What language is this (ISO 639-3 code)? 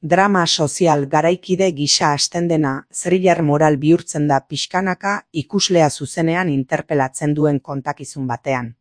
eus